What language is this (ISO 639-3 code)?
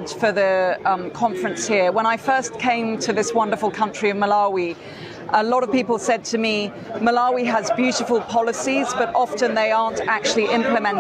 eng